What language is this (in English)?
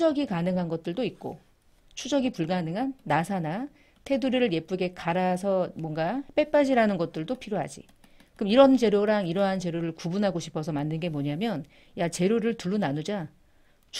Korean